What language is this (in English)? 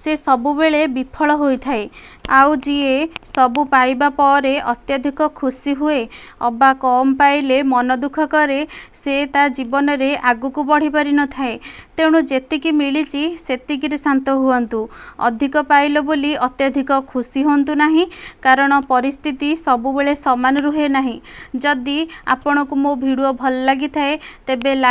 Odia